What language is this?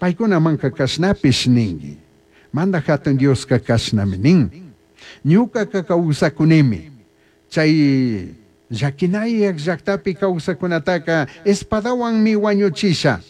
Chimborazo Highland Quichua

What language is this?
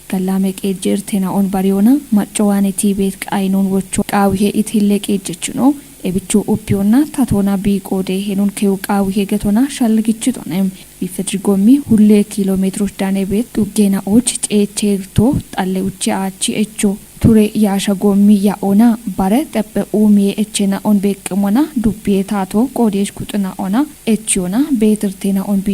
Kafa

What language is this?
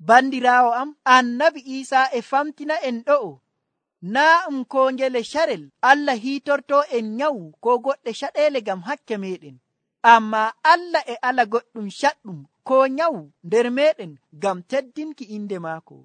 Nigerian Fulfulde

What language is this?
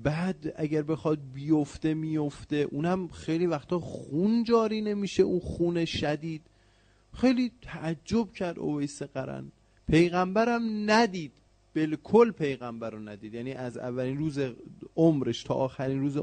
Persian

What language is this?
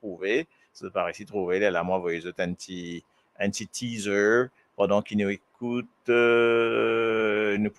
Morisyen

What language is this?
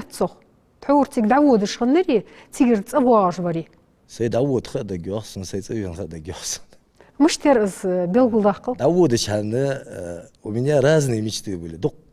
Ingush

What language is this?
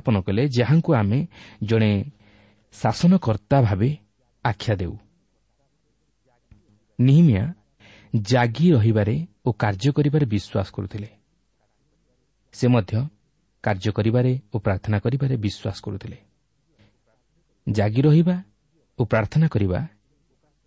Odia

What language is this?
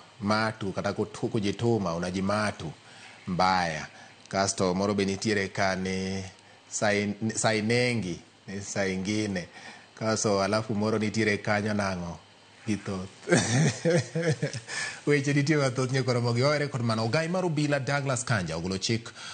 Luo (Kenya and Tanzania)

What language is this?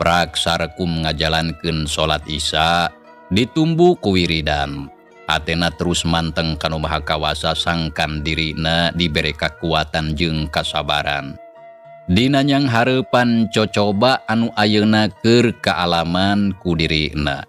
Sundanese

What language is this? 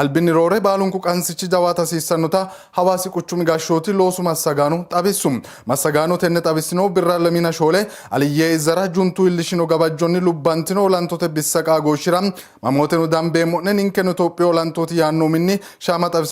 Sidamo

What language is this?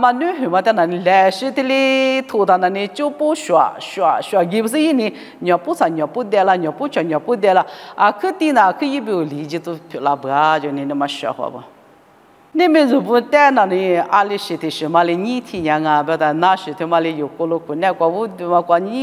Lisu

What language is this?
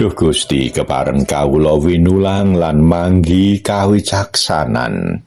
Javanese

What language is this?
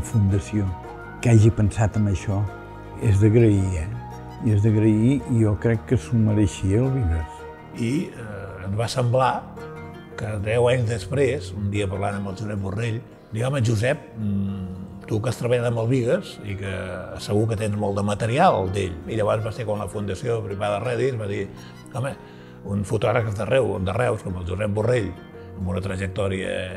Catalan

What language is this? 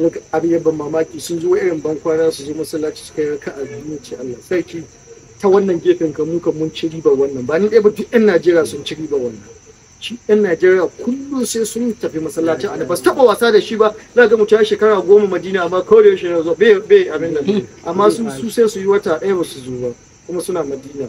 Hausa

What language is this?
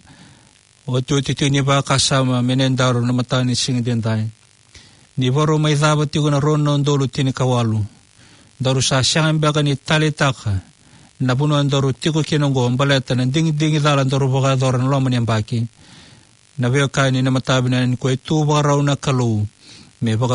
Fijian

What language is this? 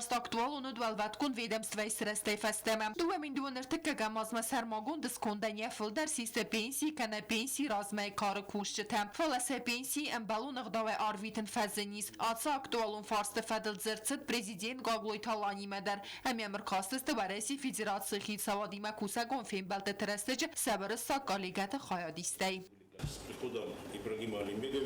Ossetic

